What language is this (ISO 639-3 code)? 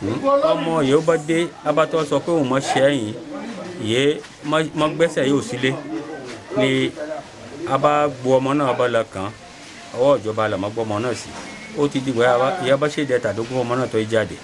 yor